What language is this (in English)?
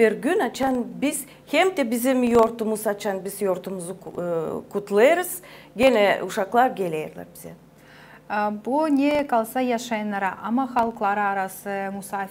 Gagauz